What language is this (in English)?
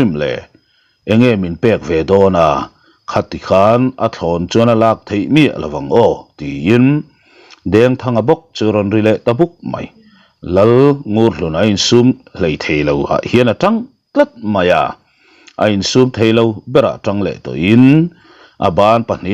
Mizo